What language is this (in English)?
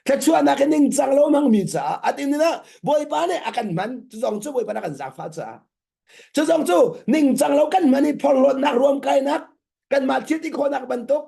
Hakha Chin